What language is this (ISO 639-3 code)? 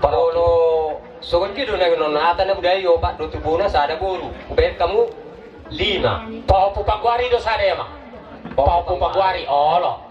bbc